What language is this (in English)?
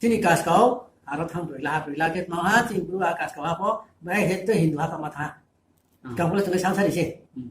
Riang (India)